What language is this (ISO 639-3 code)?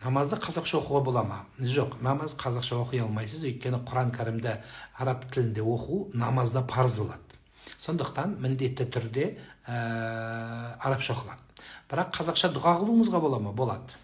kaz